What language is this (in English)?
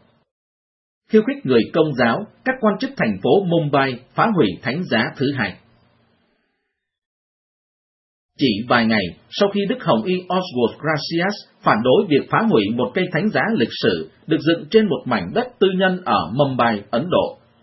Vietnamese